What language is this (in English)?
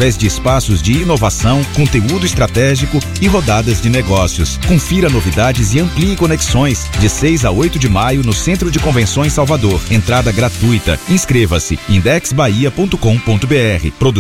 Portuguese